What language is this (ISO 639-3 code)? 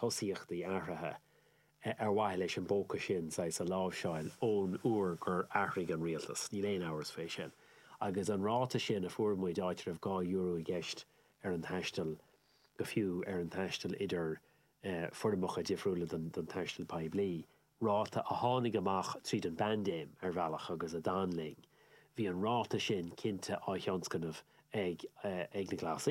gle